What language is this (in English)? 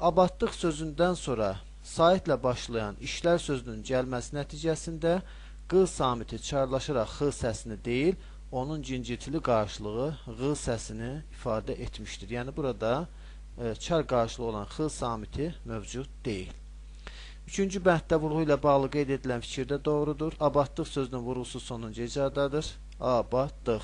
Azerbaijani